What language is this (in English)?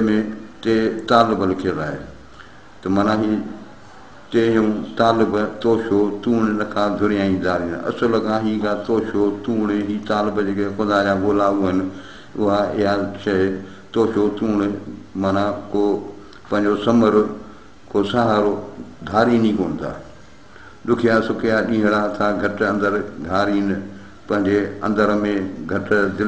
Sindhi